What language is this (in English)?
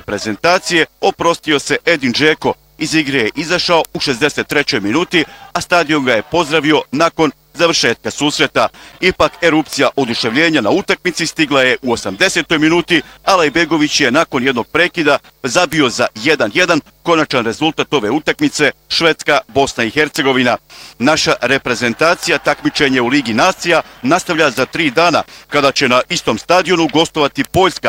Bosnian